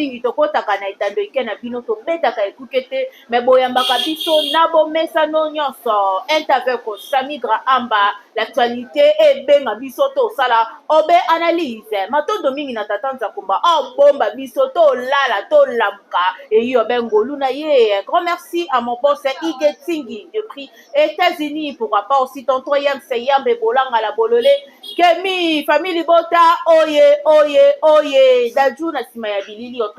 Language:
Lingala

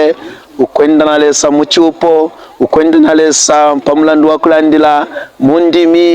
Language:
Bemba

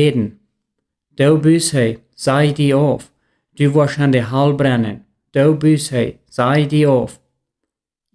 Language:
Plautdietsch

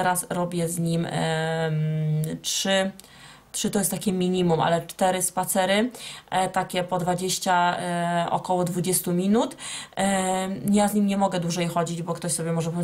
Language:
Polish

